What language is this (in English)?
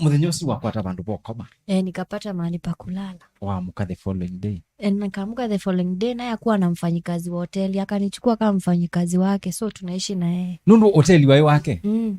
Kamba